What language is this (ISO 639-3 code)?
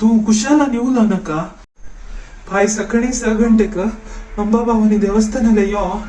kok